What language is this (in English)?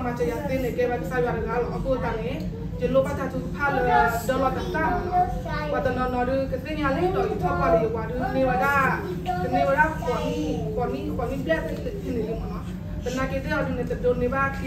S'gaw Karen